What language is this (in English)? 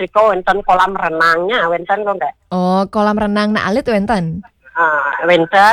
Balinese